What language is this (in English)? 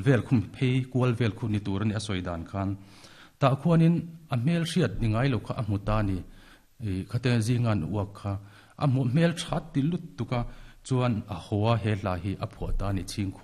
Mizo